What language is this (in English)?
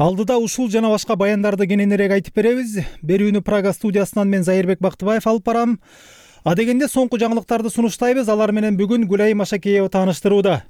Kyrgyz